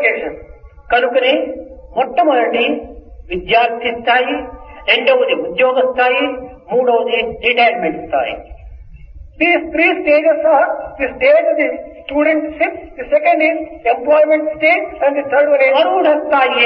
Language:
Telugu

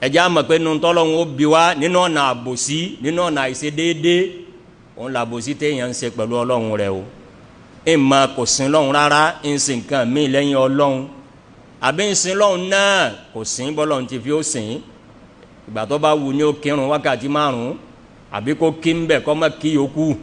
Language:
Yoruba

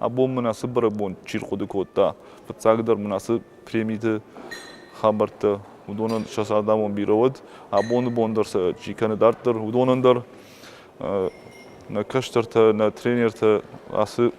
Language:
Ossetic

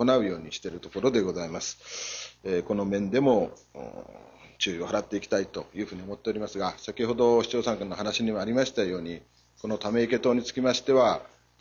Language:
Japanese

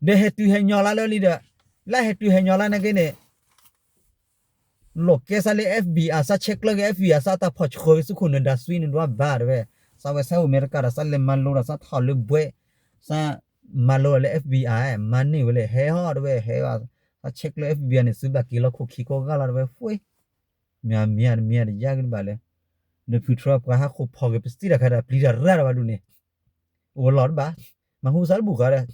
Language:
S'gaw Karen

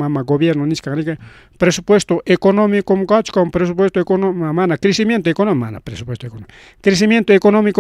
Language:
Ayacucho Quechua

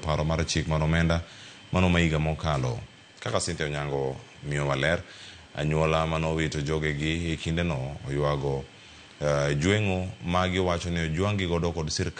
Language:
Luo (Kenya and Tanzania)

